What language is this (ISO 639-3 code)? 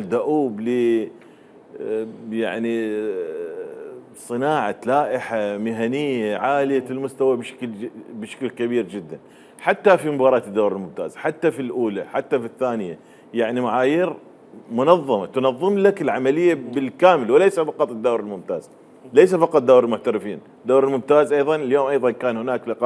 acm